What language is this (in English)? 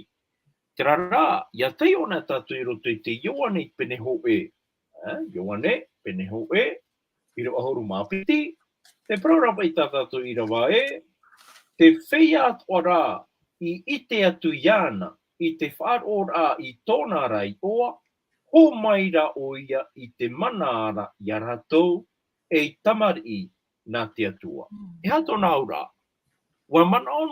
Tahitian